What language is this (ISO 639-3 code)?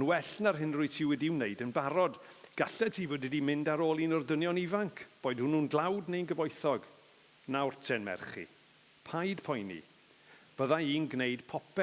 cym